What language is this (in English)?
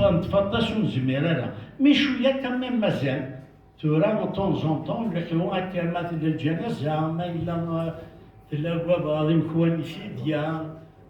Kabyle